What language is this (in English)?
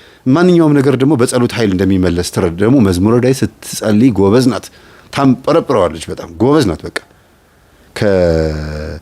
Amharic